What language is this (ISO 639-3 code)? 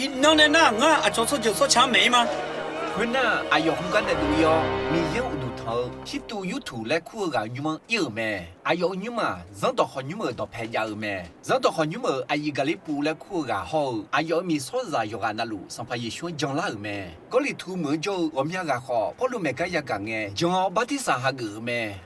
ahk